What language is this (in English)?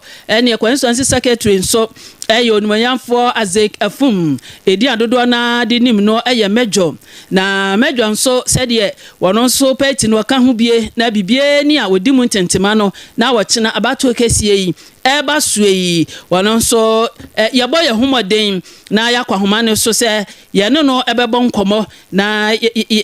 Akan